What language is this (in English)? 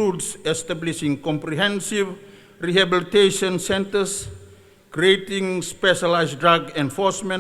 Fijian